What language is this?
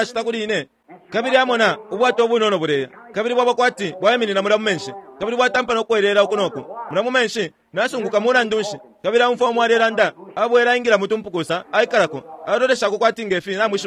Bemba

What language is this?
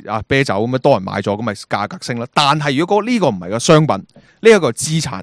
Cantonese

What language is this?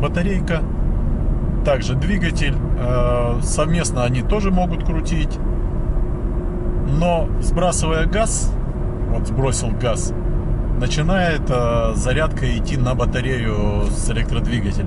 Russian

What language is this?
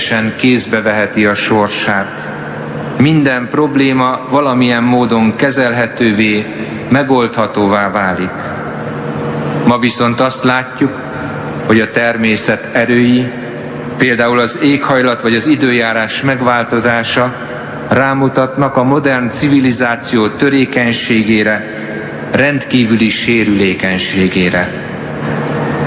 Hungarian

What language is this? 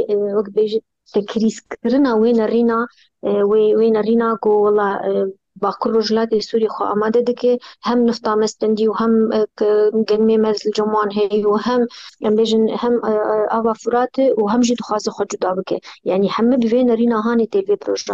Kurdish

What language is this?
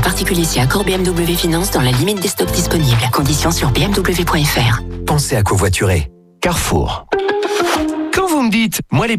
French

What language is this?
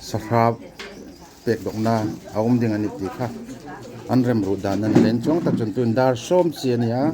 Hmar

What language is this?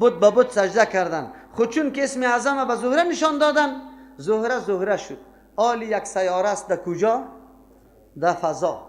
Persian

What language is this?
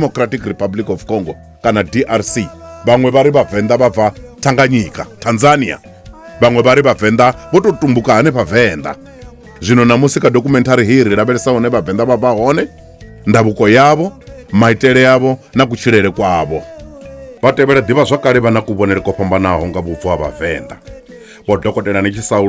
Venda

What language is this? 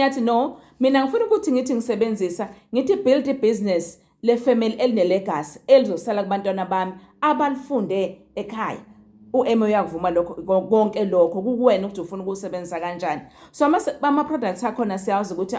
Zulu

